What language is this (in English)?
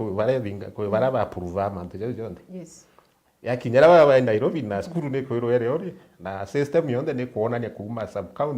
Meru